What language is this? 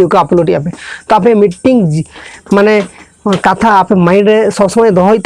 Santali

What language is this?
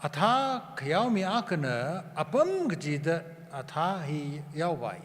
Tangkhul Naga (India)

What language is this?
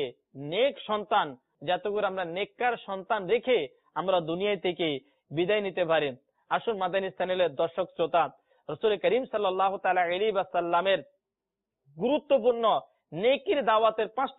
Bangla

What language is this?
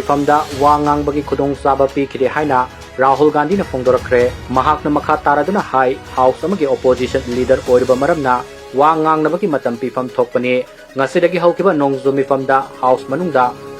Manipuri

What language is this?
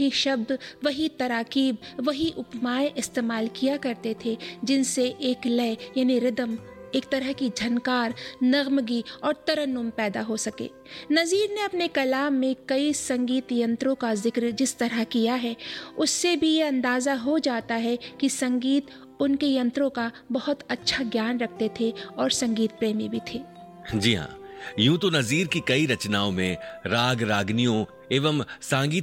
Hindi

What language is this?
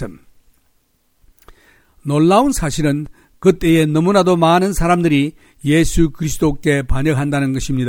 Korean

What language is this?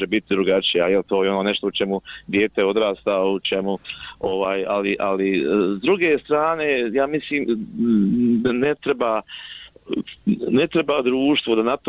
Bosnian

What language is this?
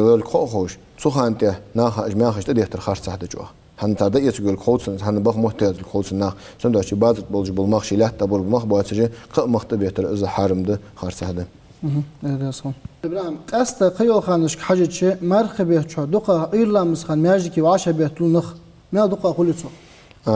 Ingush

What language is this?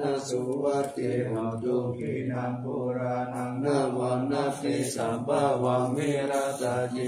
Pali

